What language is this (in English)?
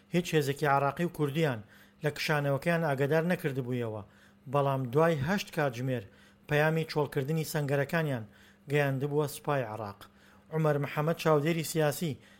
Central Kurdish